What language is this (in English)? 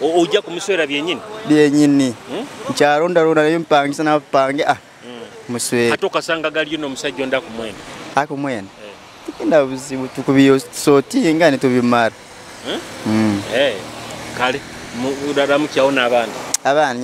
Nyoro